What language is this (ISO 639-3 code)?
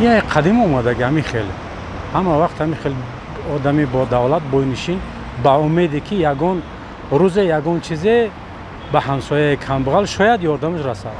tgk